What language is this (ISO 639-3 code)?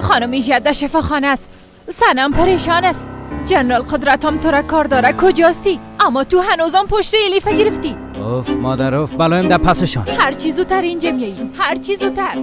fas